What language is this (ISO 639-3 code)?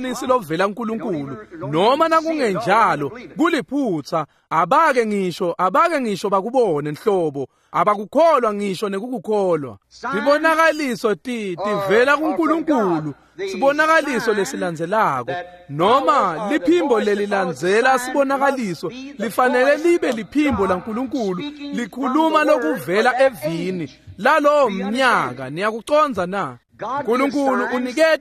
ssw